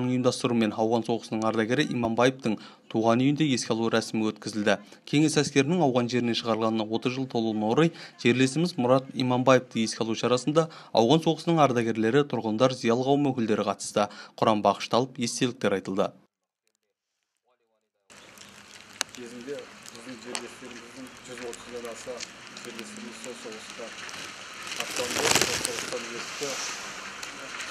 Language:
Kazakh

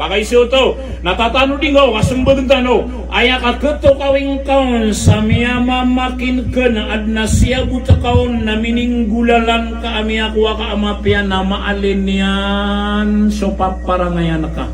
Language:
Maranao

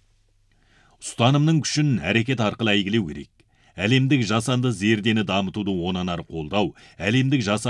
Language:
Kazakh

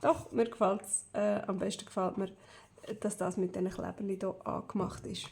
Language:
Swiss German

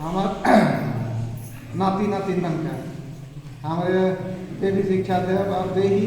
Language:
Sadri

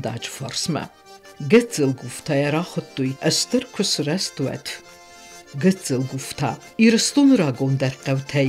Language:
Ossetic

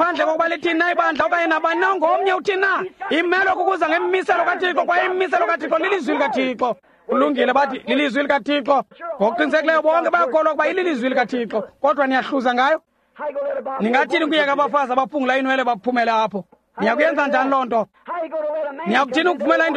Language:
Xhosa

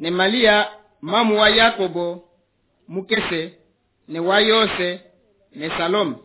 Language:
Luba-Lulua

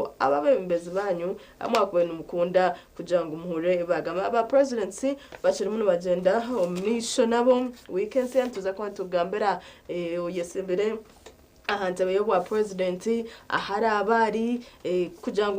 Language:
Nyankole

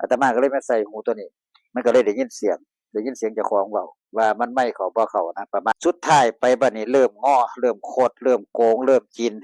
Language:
Northeastern Thai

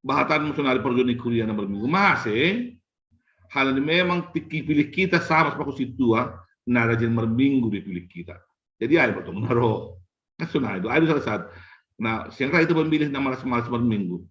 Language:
Batak Simalungun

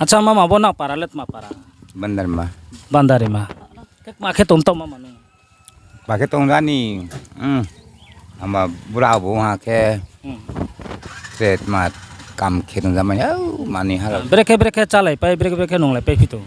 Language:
Riang (India)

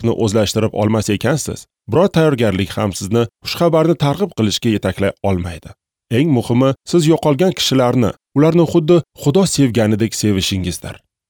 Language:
Uzbek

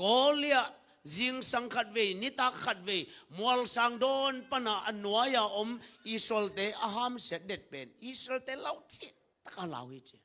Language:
Tedim Chin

